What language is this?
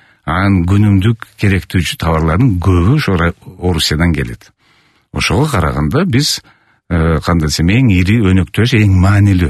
Kyrgyz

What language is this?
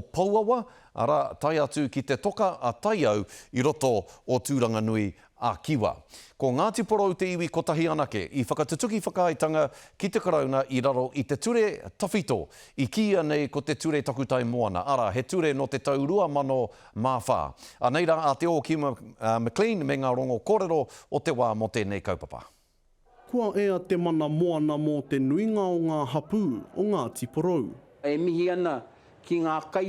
Māori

